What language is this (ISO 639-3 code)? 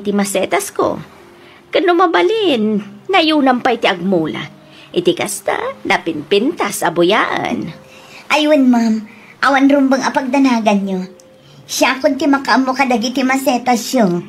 ilo